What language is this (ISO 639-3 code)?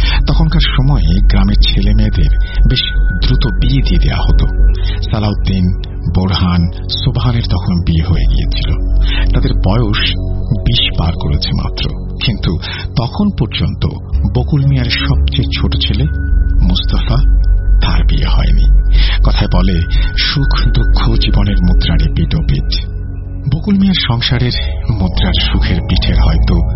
ben